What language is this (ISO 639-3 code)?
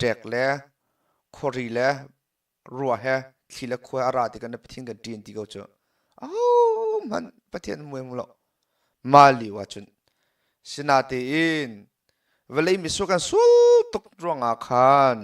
cnh